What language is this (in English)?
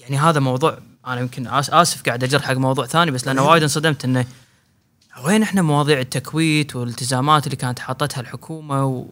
Gulf Arabic